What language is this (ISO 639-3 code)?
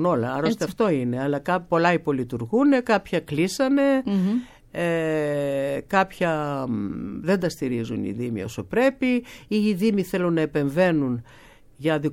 ell